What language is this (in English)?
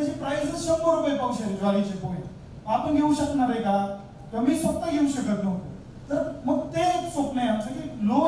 Marathi